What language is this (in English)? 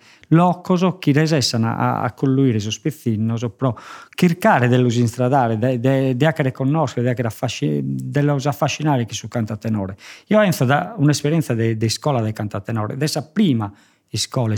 Sardinian